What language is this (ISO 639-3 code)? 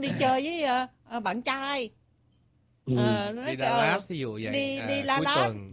vie